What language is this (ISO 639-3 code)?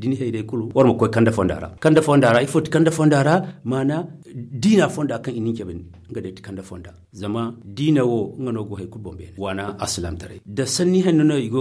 dje